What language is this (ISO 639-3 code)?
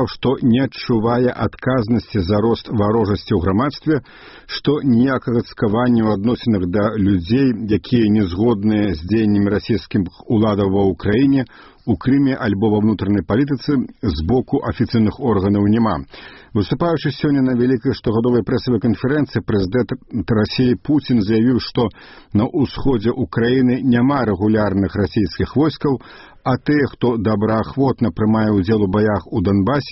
bel